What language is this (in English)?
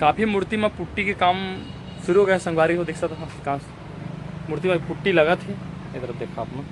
Chhattisgarhi